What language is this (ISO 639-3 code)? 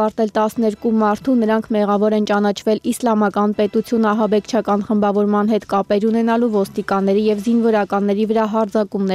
hye